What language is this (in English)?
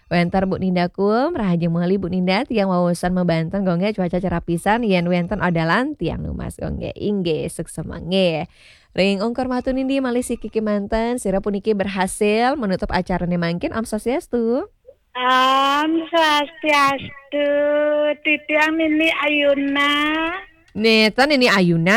Balinese